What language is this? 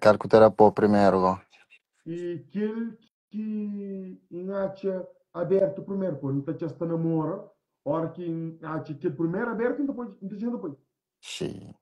Kabuverdianu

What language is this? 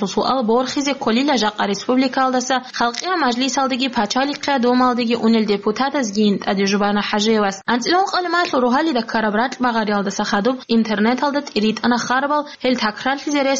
Avaric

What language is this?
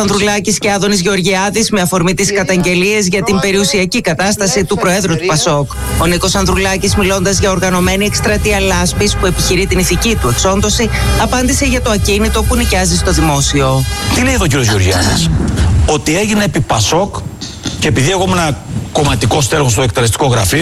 Greek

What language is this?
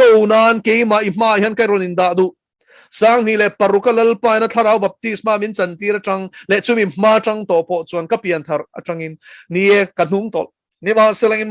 Mizo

